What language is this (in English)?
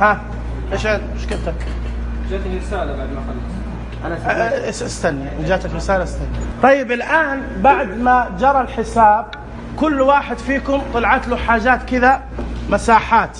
Najdi Arabic